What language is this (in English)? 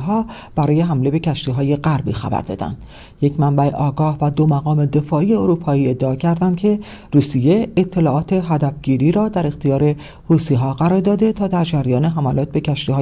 Persian